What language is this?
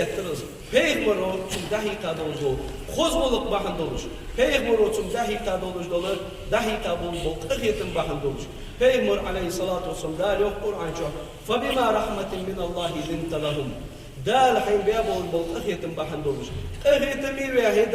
Ingush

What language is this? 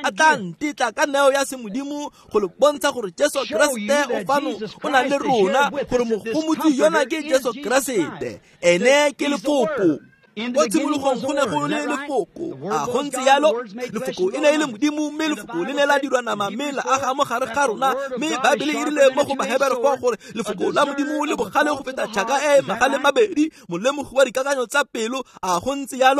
Tswana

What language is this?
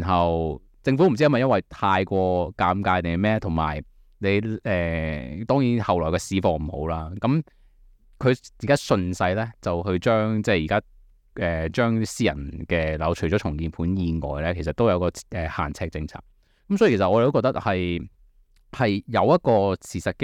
Cantonese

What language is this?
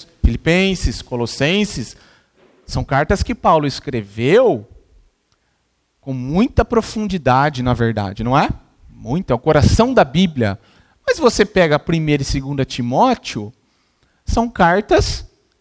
Portuguese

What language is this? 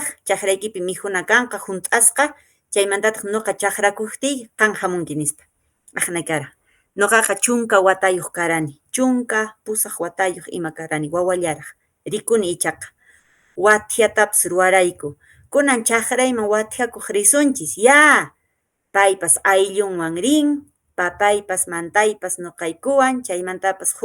Quechua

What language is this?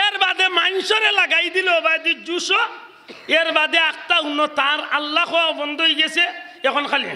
Sylheti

